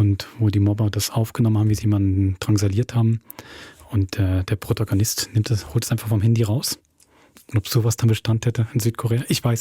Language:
Swiss German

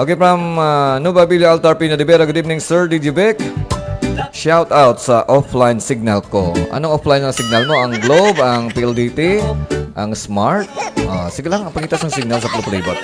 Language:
Hiligaynon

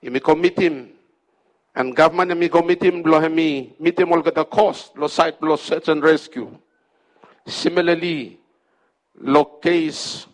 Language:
Bislama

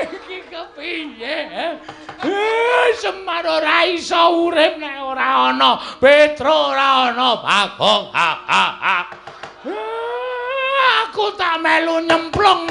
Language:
Javanese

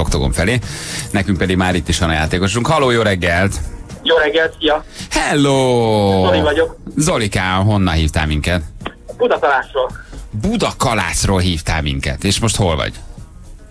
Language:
Hungarian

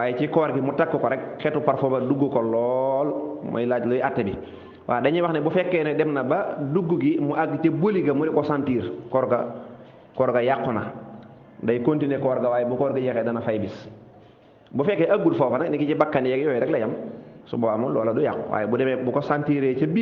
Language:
Wolof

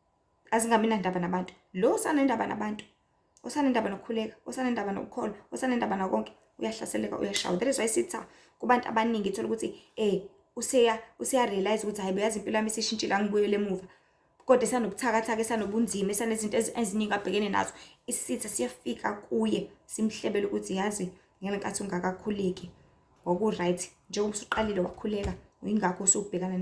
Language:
Zulu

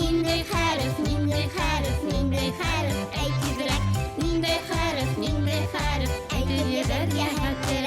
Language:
Bashkir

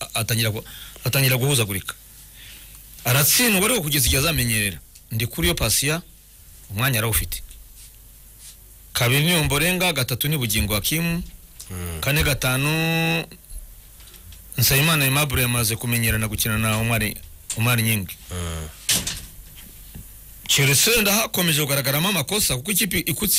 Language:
Kinyarwanda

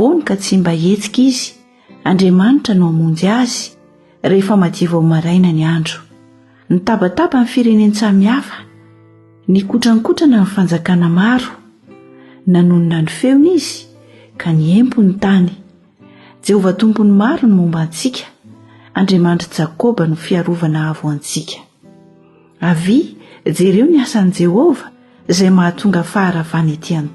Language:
Malagasy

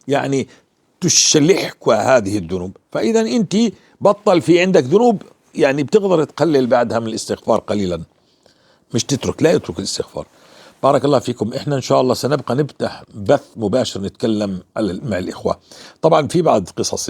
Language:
North Levantine Arabic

